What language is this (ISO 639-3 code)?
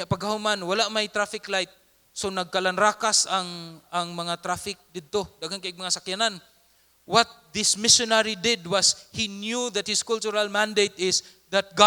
ceb